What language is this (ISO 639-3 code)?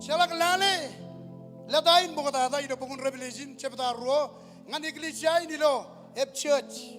mah